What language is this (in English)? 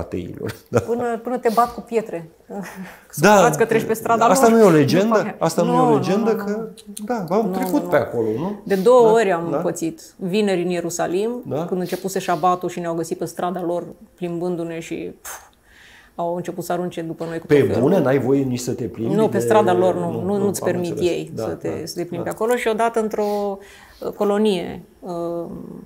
Romanian